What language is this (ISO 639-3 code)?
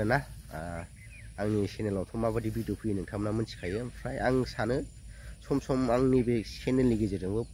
brx